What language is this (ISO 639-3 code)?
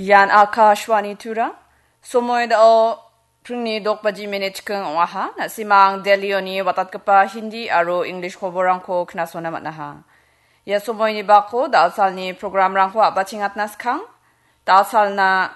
grt